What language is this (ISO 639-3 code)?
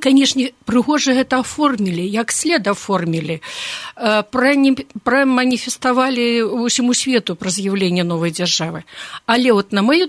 bel